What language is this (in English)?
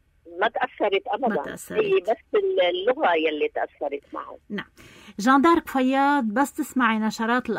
North Levantine Arabic